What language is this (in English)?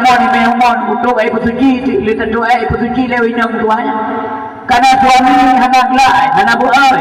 Achinese